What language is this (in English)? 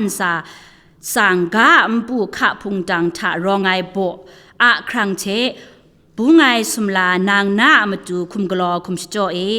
Kachin